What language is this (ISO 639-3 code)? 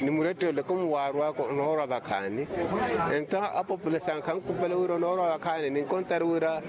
vmw